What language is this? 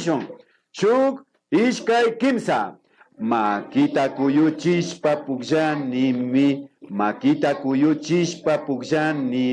Imbabura Highland Quichua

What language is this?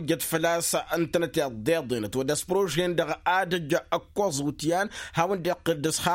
Tamasheq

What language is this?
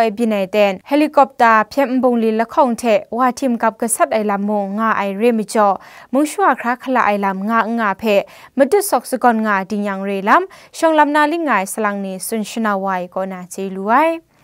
Kachin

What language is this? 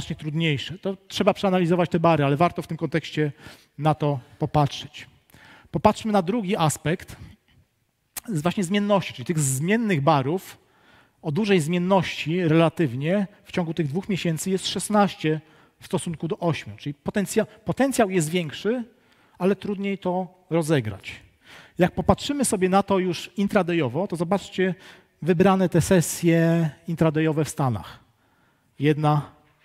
Polish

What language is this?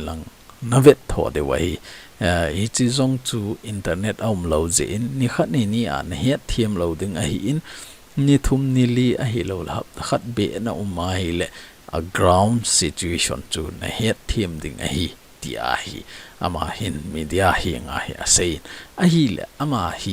Thado Chin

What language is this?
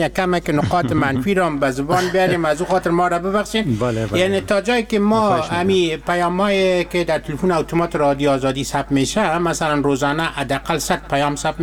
Persian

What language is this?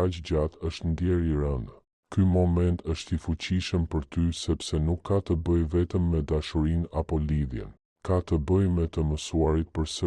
Albanian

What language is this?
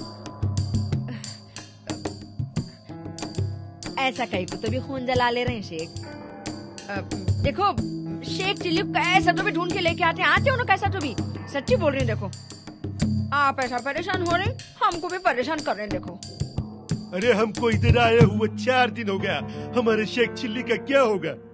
Deccan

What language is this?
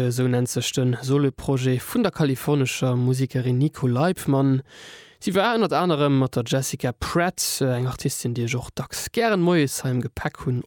Luxembourgish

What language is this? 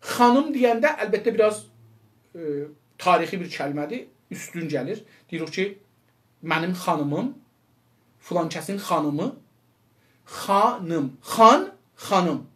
South Azerbaijani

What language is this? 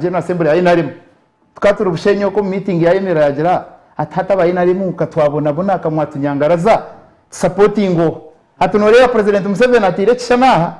Nyankole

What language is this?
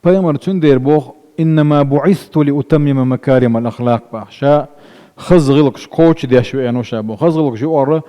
Chechen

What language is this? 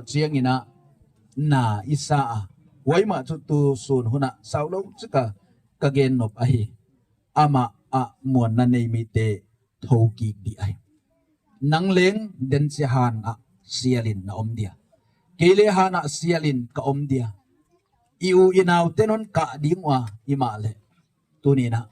Gangte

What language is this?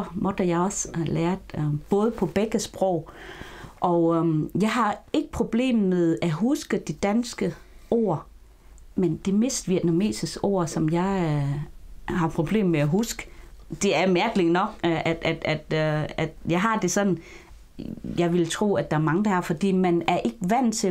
Danish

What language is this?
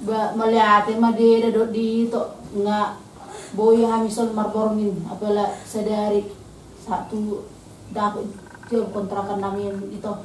Batak Toba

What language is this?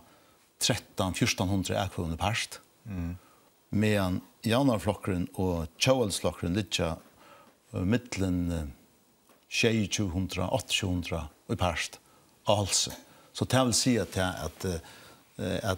Faroese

